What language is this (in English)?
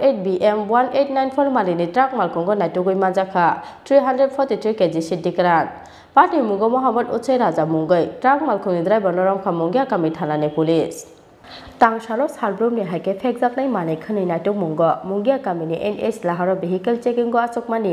Kok Borok